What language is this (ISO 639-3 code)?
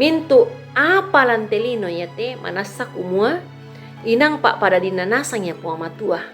sda